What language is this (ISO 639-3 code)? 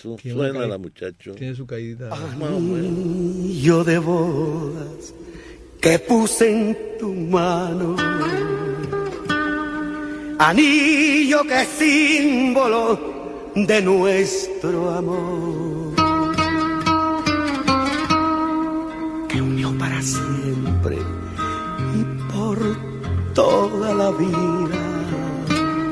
spa